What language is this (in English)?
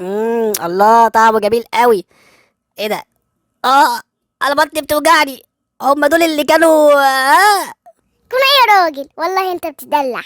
Egyptian Arabic